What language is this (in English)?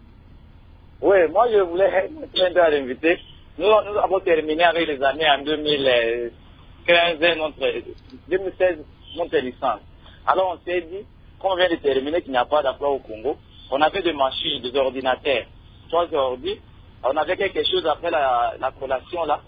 French